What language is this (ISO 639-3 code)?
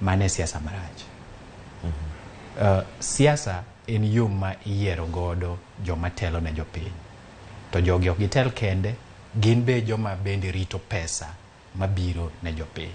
luo